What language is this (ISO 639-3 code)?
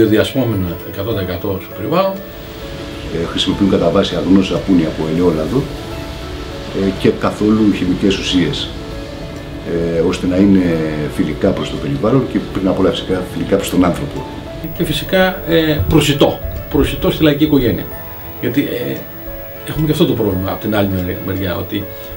ell